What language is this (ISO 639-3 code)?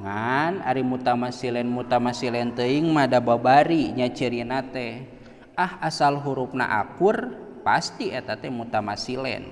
sun